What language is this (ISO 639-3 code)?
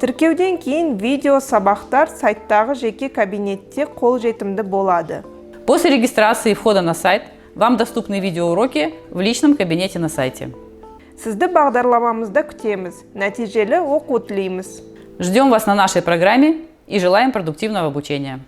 kaz